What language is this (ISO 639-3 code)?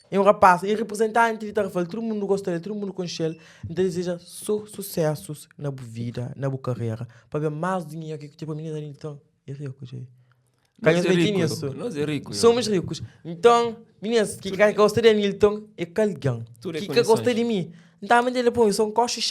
kea